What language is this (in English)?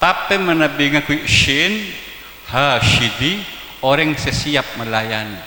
Madurese